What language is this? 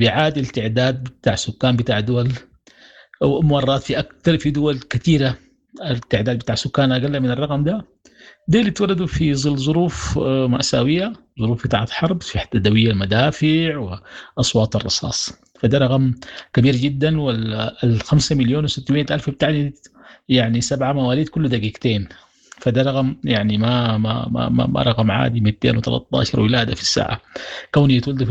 Sudanese Arabic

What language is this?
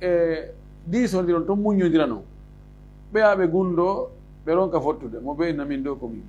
Fula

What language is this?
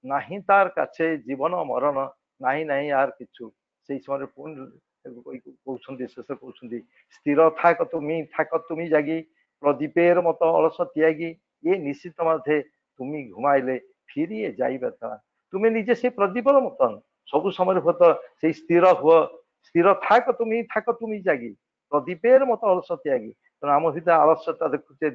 Odia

